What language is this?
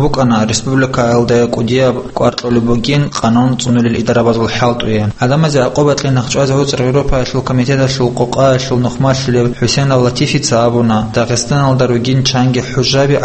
Avaric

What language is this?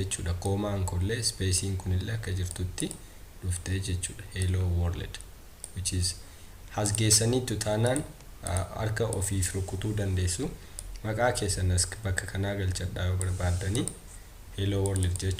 Oromo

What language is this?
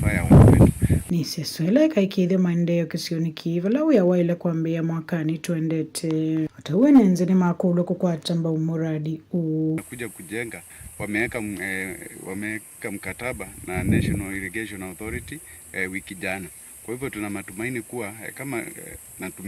Kamba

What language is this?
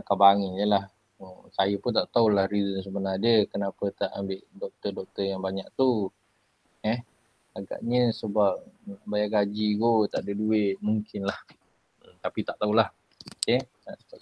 Malay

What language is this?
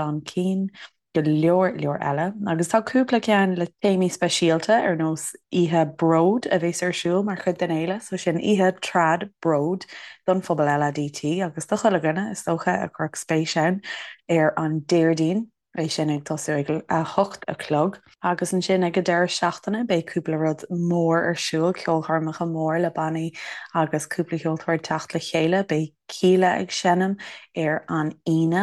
Irish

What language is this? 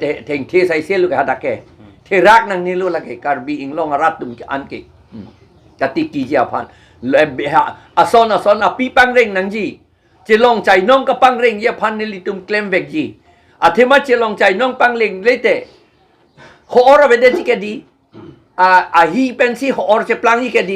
Karbi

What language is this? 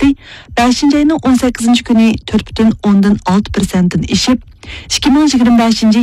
Uyghur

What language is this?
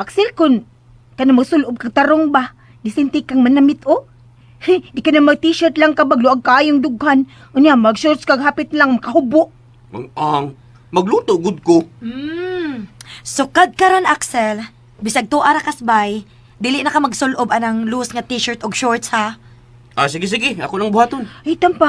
Cebuano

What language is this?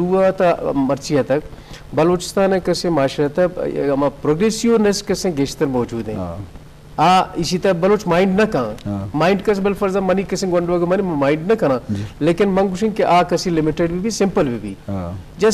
Eastern Balochi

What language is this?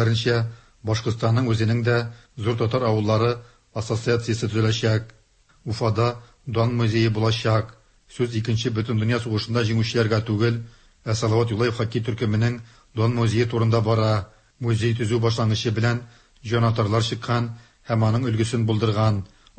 Tatar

